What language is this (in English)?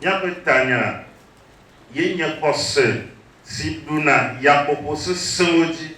Ewe